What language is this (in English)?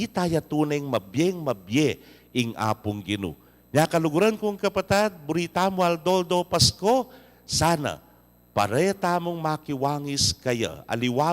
Pampanga